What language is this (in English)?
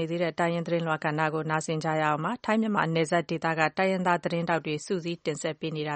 Burmese